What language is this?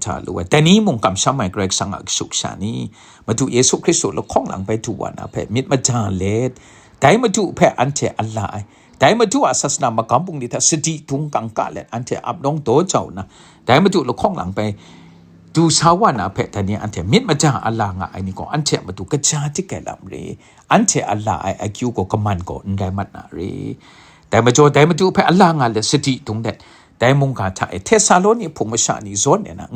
Kachin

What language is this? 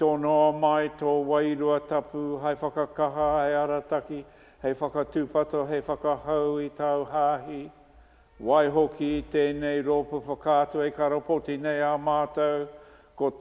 Māori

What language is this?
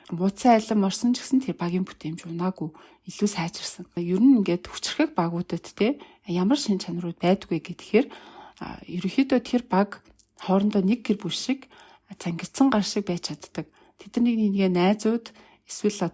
Mongolian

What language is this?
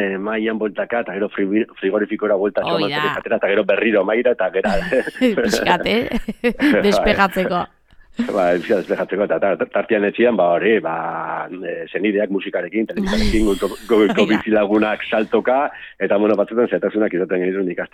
Basque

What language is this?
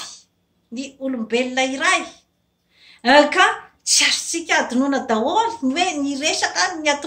Malagasy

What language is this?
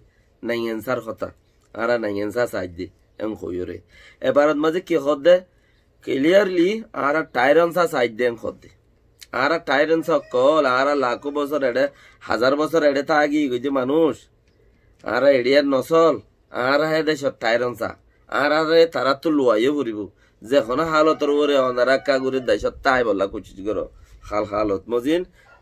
Rohingya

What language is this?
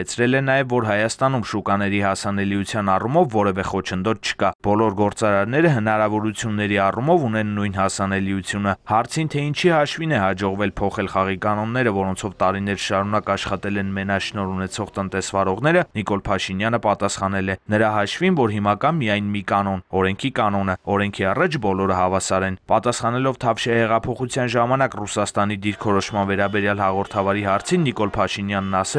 Armenian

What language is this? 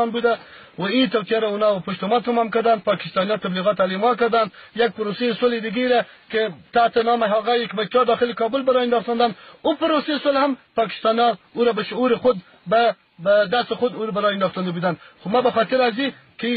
Persian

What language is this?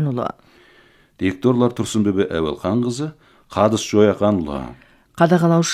Kazakh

